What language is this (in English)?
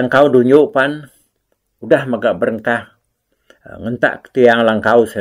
Iban